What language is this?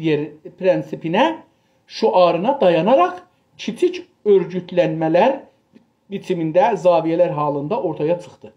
South Azerbaijani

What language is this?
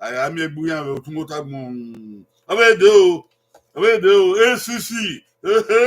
Bini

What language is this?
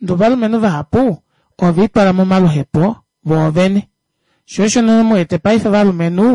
Kuanyama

